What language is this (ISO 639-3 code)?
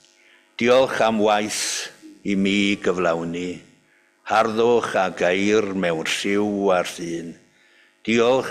cym